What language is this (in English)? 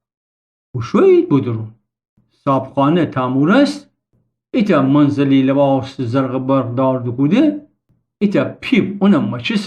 Gilaki